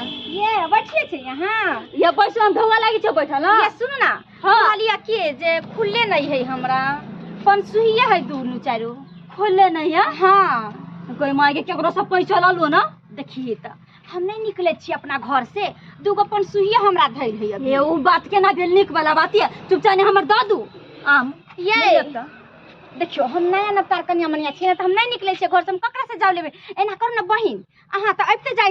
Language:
Maithili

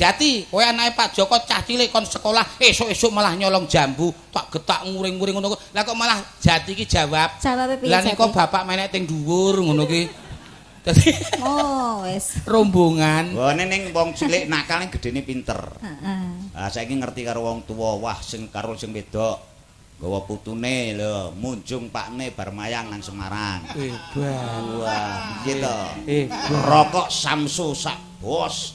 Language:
Javanese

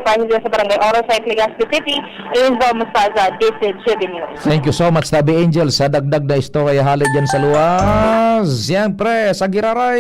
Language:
Bikol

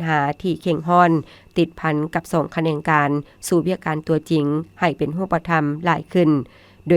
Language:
Lao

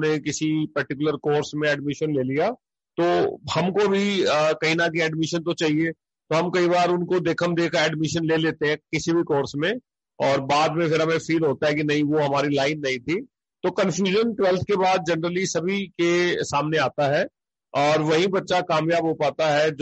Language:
Hindi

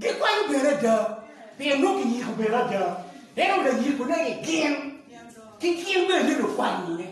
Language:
Acoli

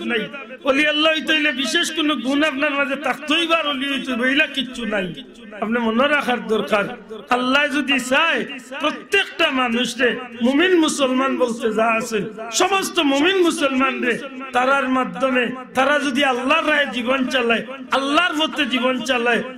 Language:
Sylheti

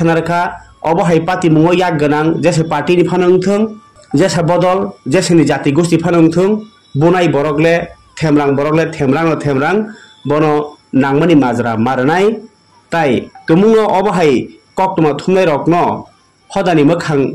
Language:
Kok Borok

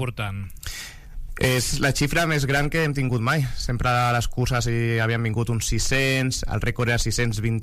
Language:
Catalan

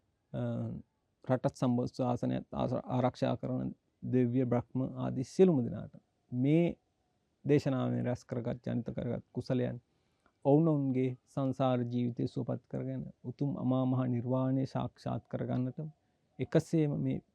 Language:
Sinhala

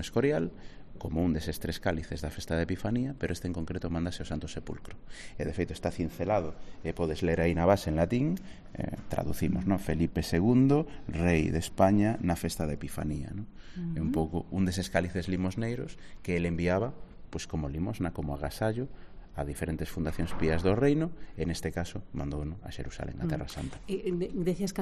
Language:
Galician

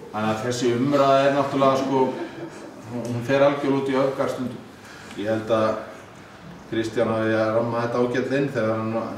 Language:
Icelandic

